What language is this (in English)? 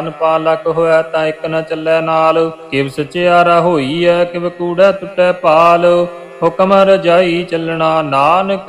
Punjabi